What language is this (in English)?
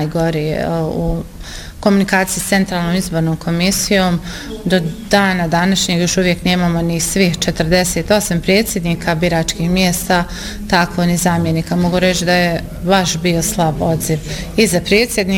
Bosnian